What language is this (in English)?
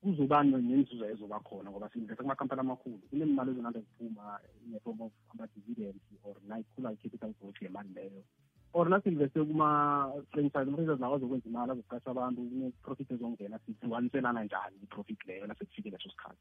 South Ndebele